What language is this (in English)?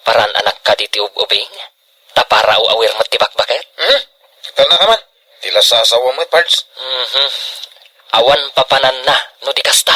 Iloko